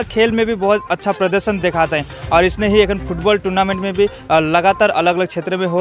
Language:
Sadri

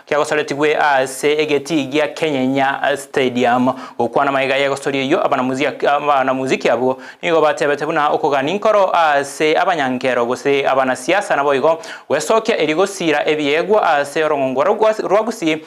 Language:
Gusii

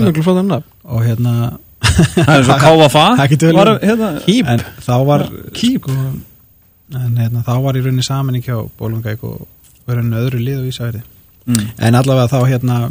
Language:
Icelandic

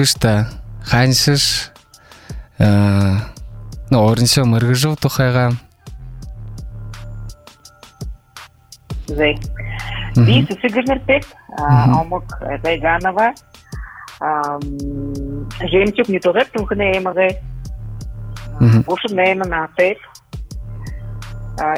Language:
Buriat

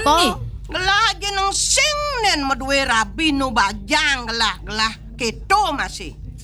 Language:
Balinese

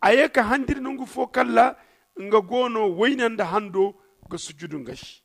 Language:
Zarma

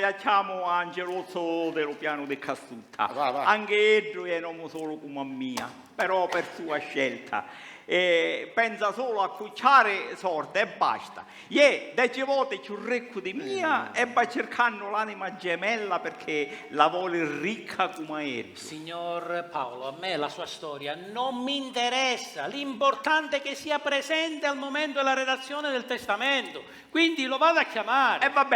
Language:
Sicilian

